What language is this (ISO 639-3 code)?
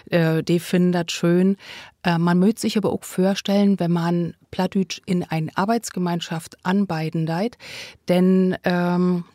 nds